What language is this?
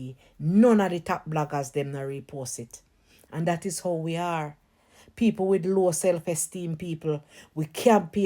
Jamaican Creole English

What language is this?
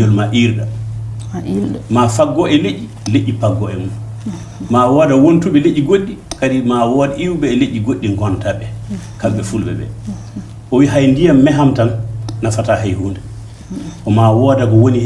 Fula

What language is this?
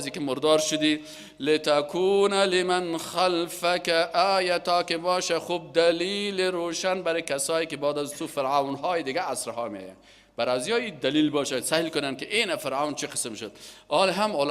Persian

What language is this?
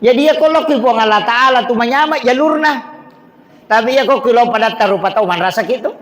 Buginese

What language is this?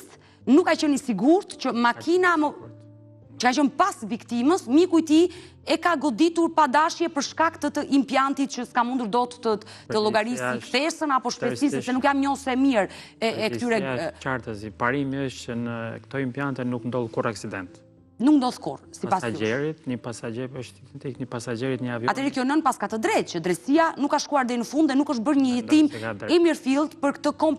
Albanian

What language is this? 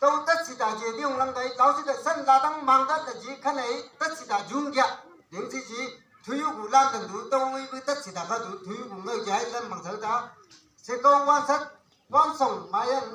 Chang Naga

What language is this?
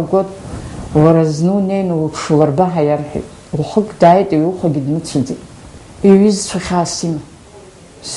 Abkhazian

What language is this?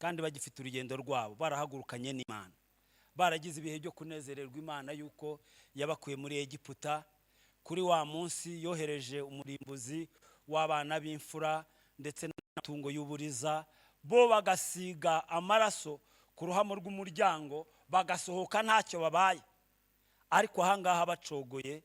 Kinyarwanda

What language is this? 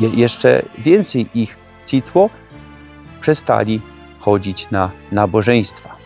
Silesian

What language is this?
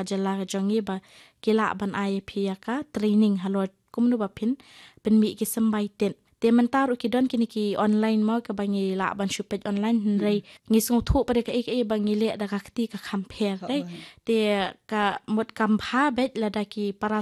Khasi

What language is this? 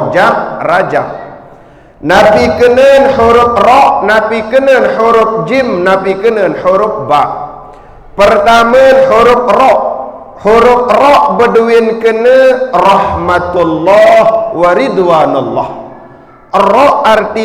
Sasak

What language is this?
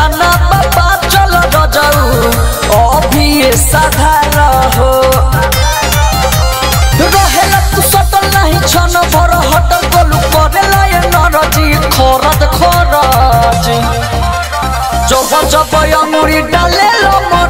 Bhojpuri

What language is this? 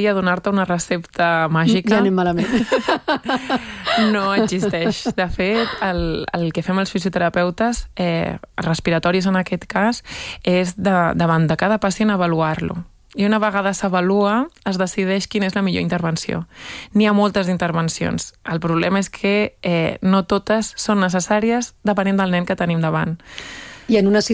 Catalan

